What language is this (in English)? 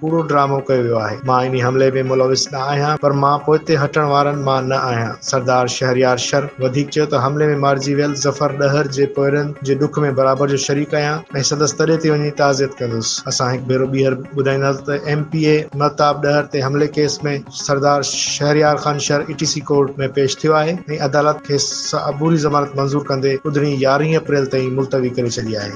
Sindhi